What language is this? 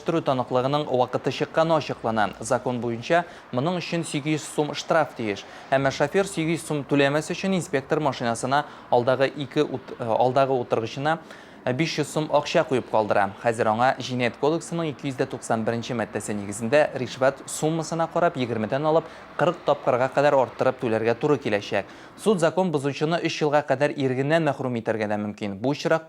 Tatar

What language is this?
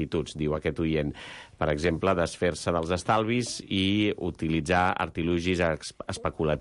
Catalan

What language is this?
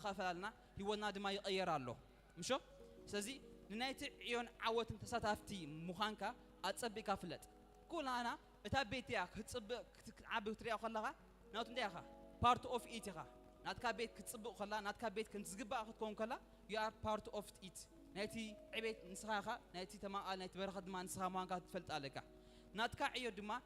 Tigrinya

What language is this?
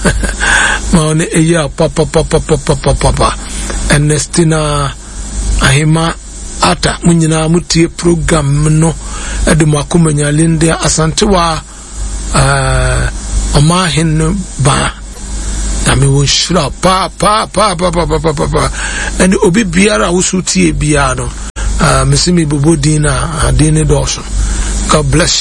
Akan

